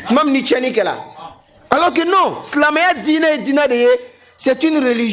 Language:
Bambara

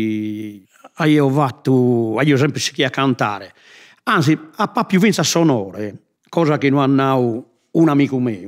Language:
Sardinian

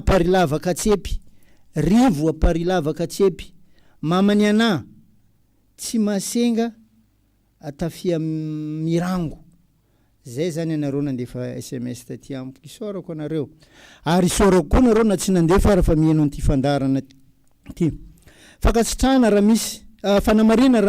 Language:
Malagasy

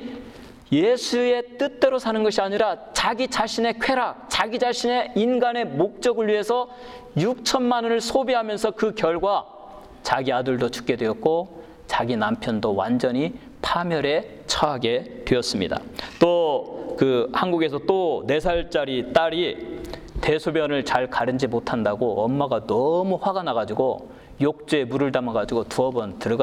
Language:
Korean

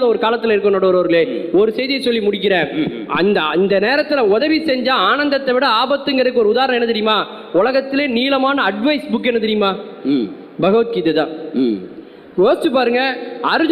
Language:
Tamil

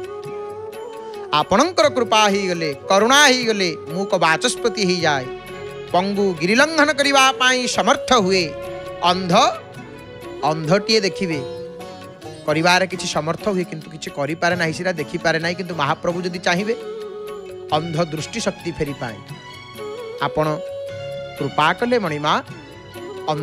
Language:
Odia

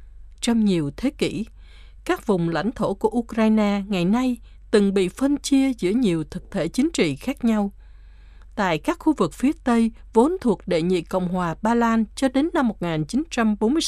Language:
Vietnamese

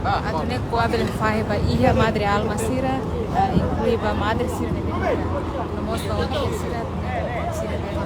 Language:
Tetum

